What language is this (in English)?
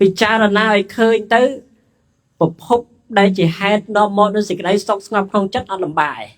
Khmer